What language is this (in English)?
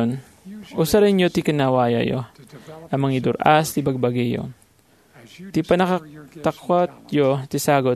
Iloko